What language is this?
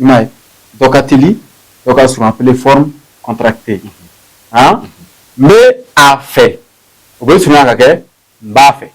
Bambara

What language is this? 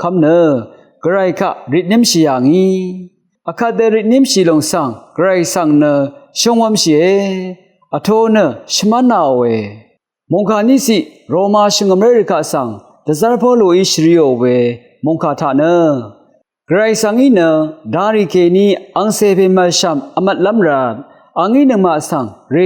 Rawang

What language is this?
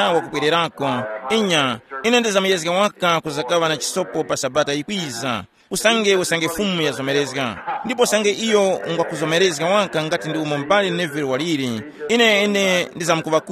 Tumbuka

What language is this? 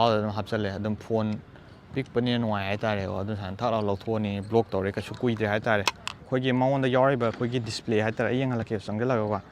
Manipuri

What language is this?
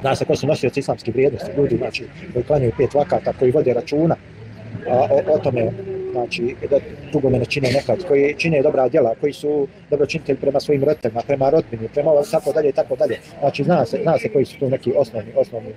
Bosnian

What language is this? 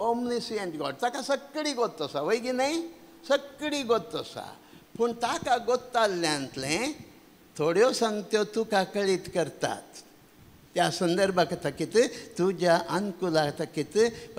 Konkani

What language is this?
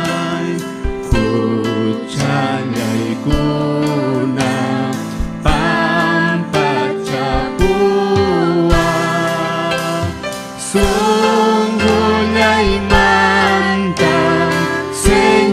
Ayacucho Quechua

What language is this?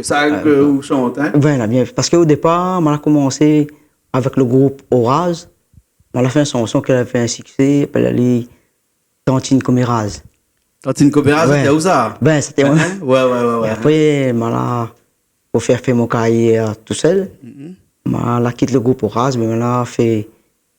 Réunion Creole French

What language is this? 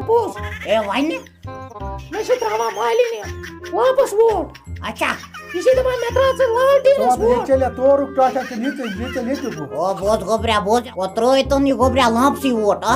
Kashmiri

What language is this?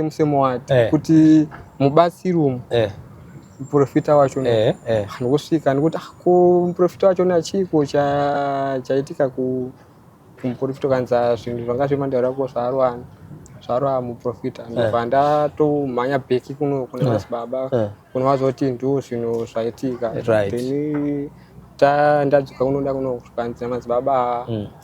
Shona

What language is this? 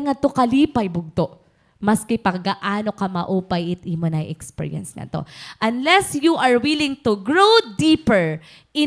Waray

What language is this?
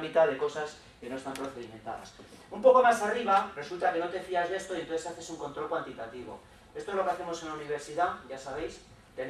Spanish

